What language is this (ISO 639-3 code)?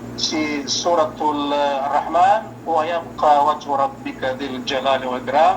yka